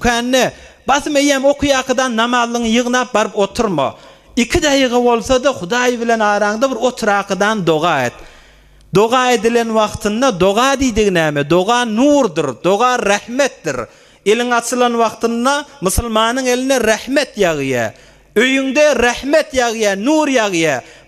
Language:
Turkmen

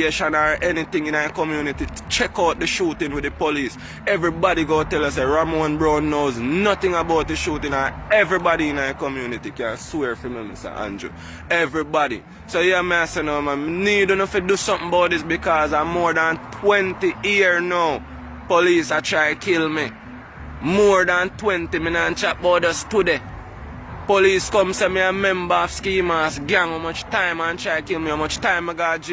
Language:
Jamaican Creole English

